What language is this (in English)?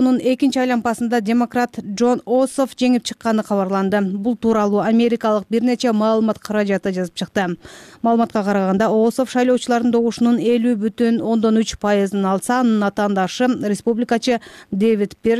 Kyrgyz